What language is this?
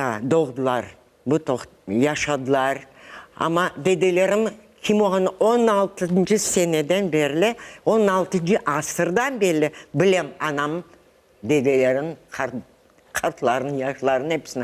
Crimean Tatar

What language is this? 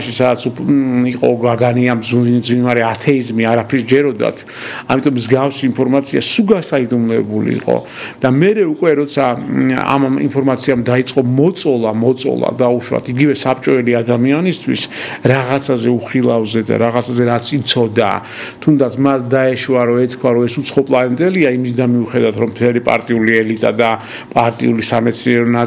Georgian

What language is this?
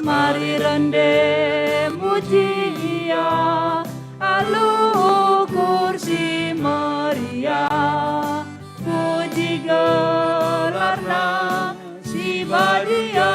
Batak Karo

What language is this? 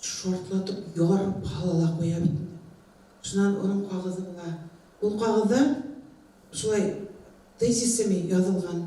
Bashkir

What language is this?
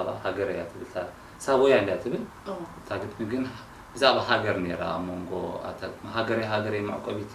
Tigrinya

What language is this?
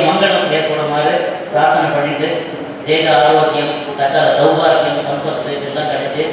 Tamil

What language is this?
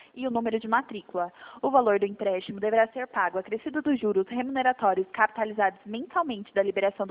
Portuguese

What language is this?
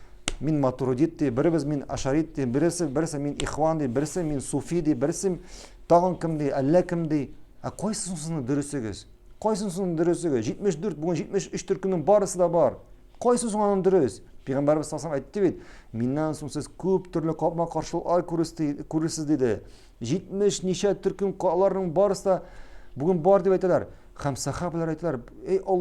Tatar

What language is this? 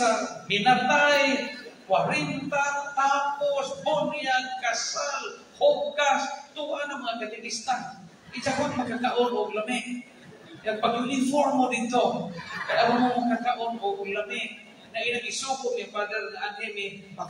Cebuano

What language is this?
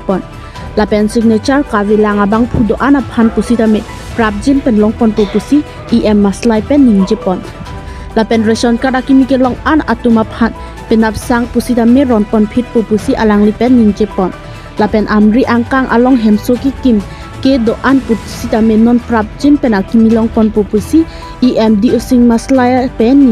Karbi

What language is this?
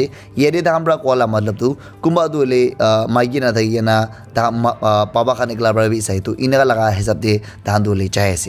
Naga Pidgin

